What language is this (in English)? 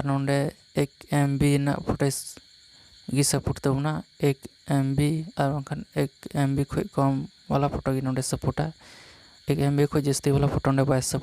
Santali